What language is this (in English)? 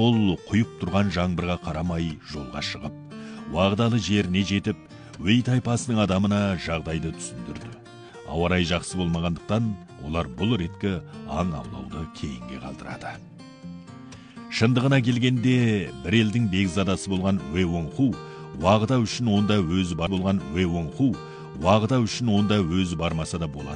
Kazakh